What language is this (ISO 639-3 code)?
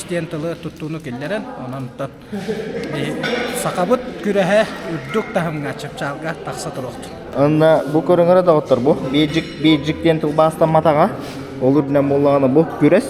sah